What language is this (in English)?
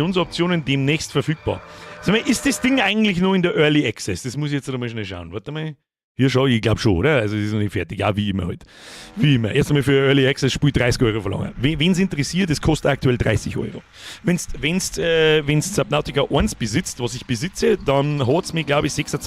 Bavarian